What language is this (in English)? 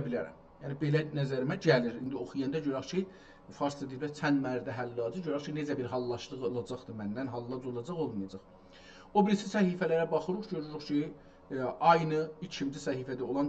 South Azerbaijani